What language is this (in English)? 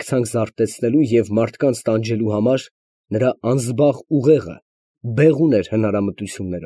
Armenian